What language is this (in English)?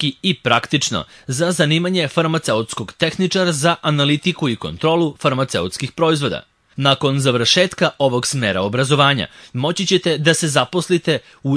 Serbian